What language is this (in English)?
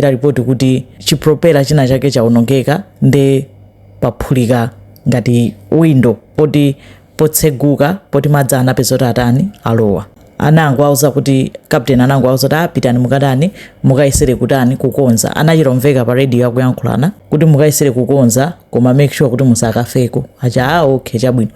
Nyanja